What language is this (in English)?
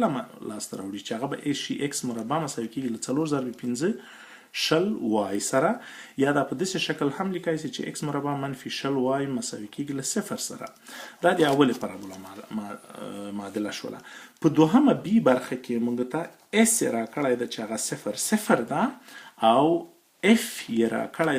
Pashto